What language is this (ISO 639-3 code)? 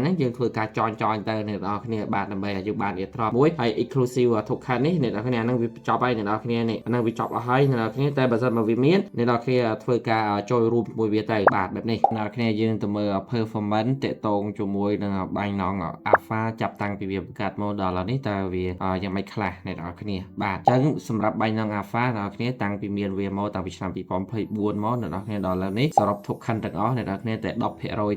khm